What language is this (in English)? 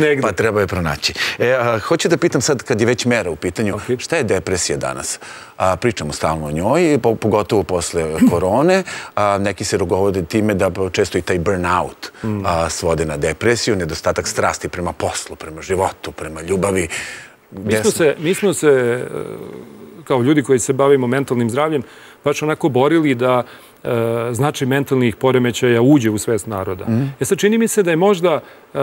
Serbian